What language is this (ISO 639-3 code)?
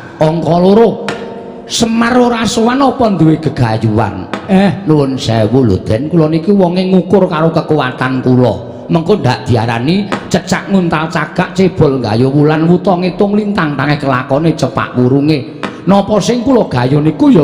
jav